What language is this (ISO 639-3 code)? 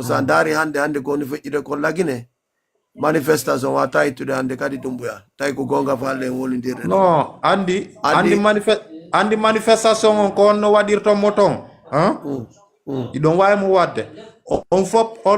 ful